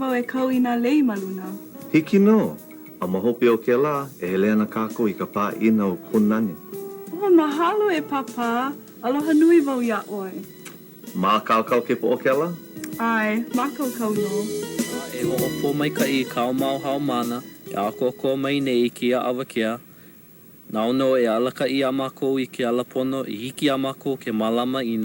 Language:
Hawaiian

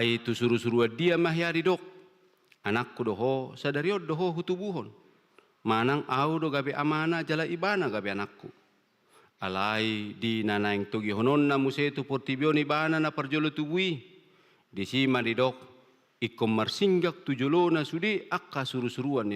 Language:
Batak Toba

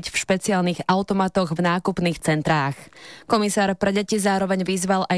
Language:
Slovak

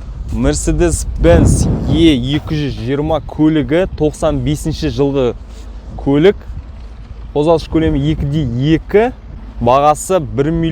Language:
Kazakh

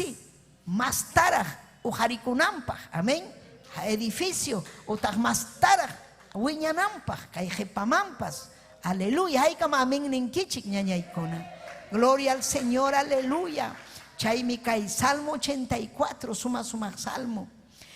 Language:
Ayacucho Quechua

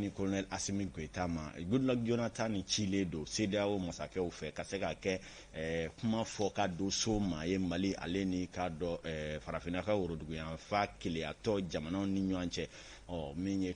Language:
Bambara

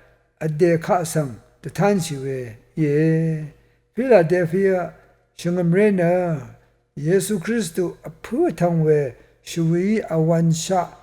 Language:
Rawang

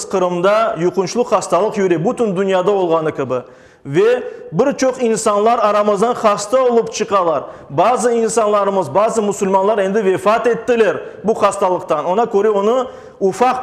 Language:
Crimean Tatar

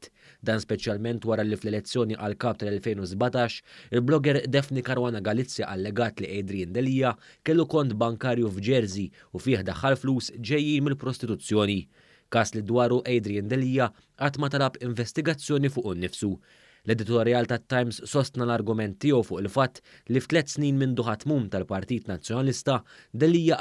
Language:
Maltese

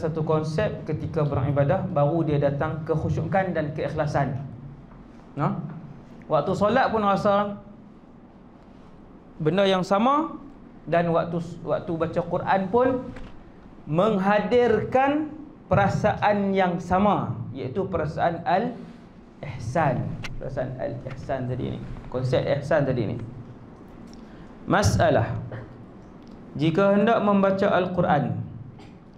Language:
Malay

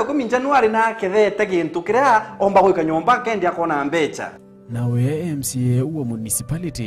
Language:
Meru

